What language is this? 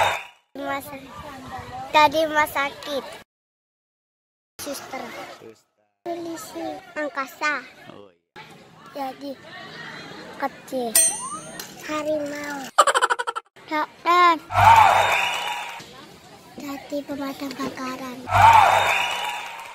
Indonesian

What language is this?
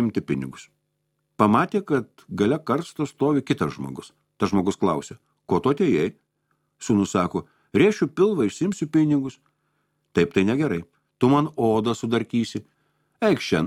Lithuanian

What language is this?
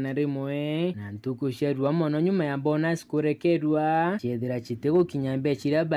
Meru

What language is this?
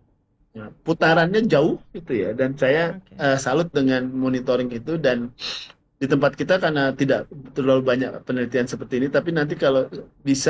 Indonesian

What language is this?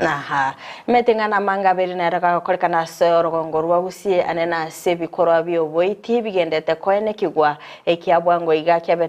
Gusii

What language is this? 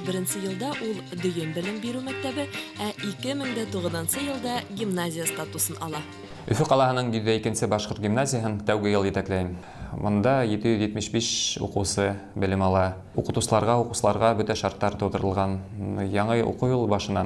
Bashkir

